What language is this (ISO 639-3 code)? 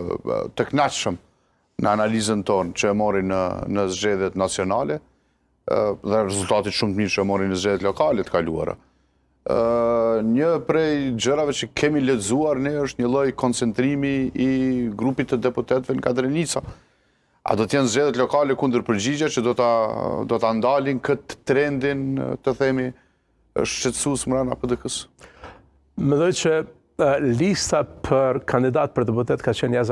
sqi